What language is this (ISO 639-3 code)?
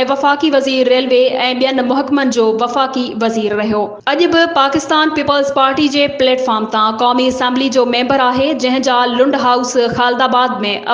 snd